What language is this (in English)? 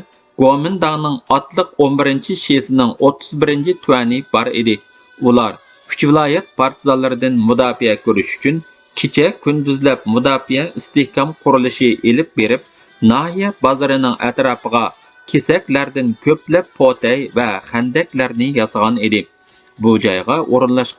Uyghur